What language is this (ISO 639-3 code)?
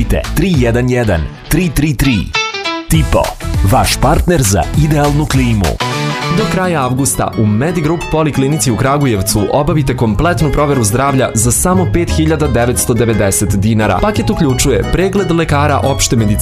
srp